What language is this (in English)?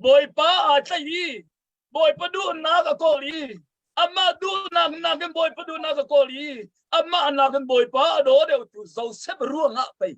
Hakha Chin